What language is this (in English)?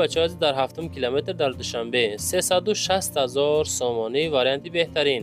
Tajik